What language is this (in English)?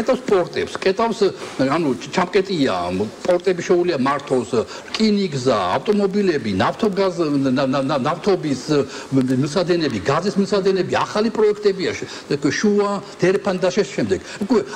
Georgian